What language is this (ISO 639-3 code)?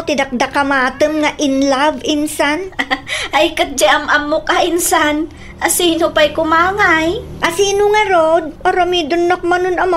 ilo